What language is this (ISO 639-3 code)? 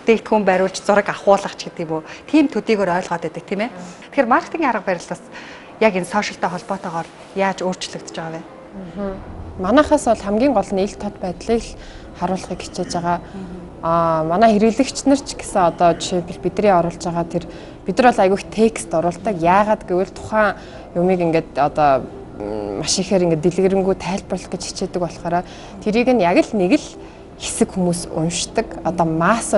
mon